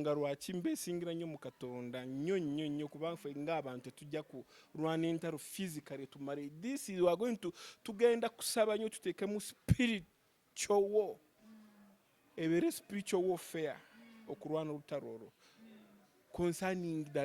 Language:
Ganda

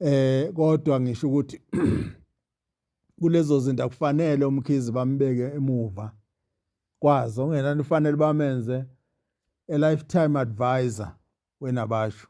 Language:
Zulu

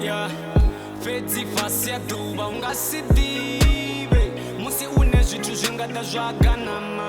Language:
Venda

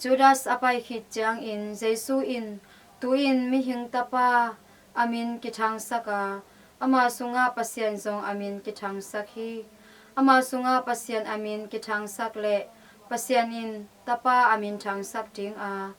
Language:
Tedim Chin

